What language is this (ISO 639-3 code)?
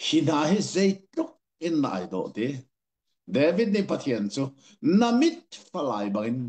cnh